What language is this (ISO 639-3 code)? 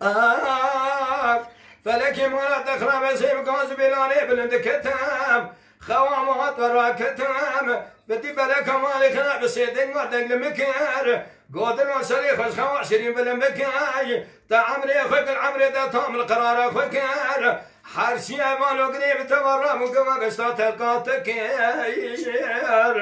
kur